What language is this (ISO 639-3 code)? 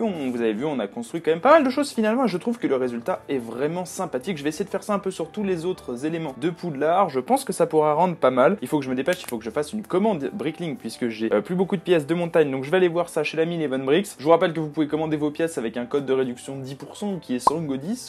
fra